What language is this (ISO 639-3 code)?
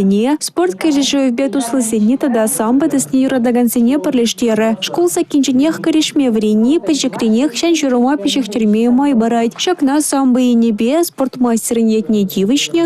chv